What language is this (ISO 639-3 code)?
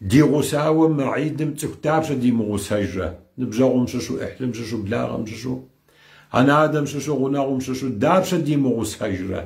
kbd